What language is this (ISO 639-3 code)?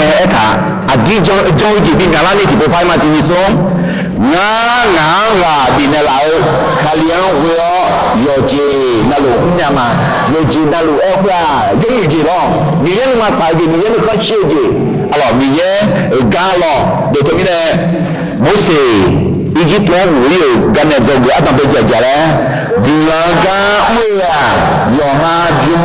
ahk